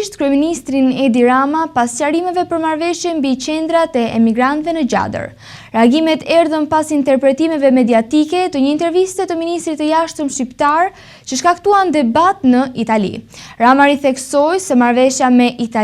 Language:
Albanian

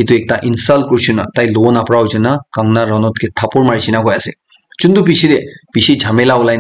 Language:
Naga Pidgin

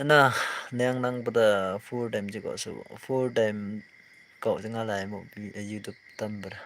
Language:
Naga Pidgin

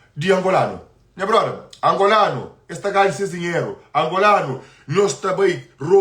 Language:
Kabuverdianu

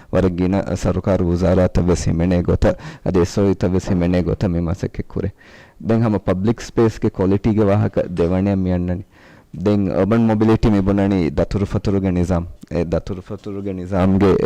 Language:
Divehi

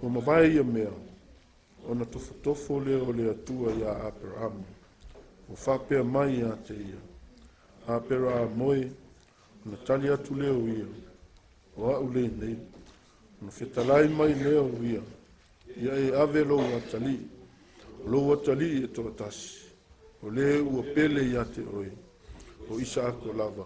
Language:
Samoan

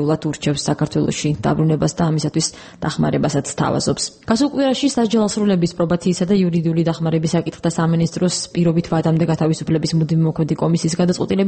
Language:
Georgian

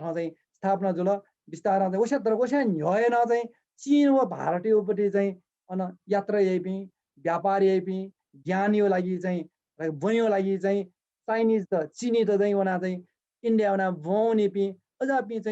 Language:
Newari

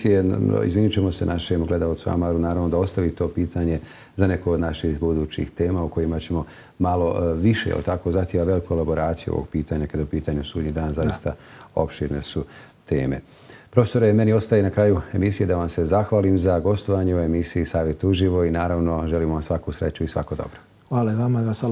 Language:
Bosnian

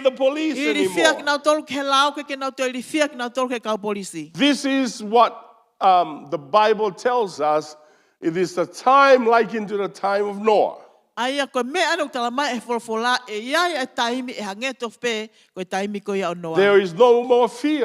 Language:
Tongan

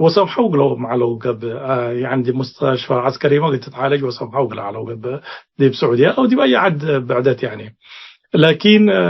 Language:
Tigre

